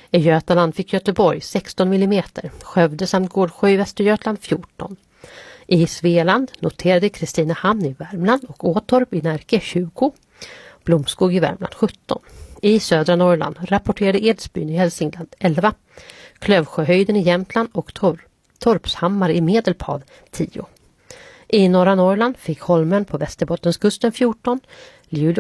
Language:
Swedish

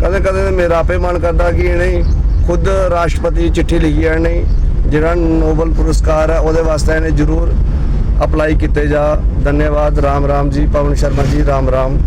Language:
Dogri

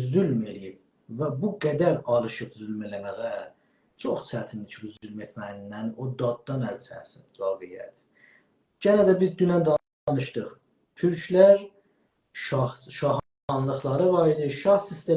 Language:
South Azerbaijani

